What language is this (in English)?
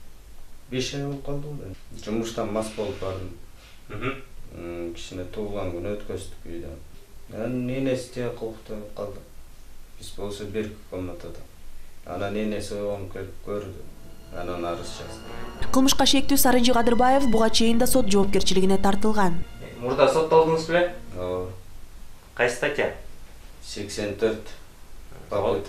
Kyrgyz